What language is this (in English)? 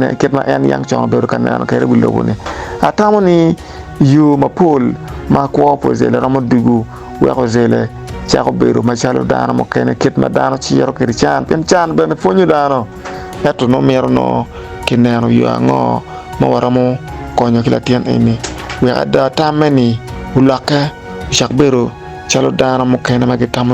Acoli